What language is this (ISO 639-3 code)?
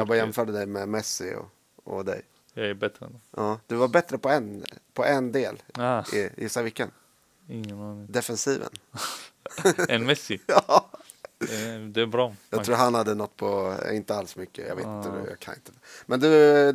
swe